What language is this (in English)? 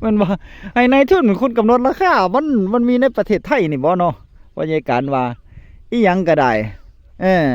Northeastern Thai